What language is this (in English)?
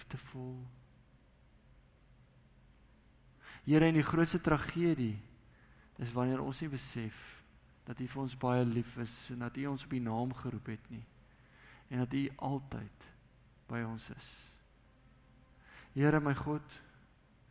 Afrikaans